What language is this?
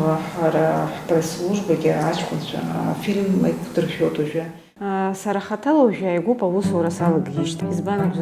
Abkhazian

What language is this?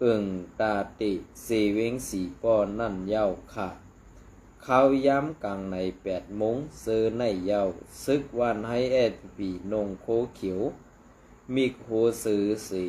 Shan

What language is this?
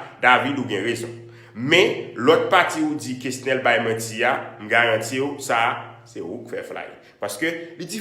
Haitian Creole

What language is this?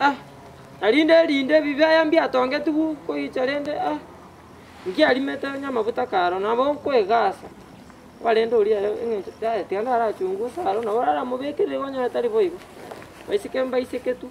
Gusii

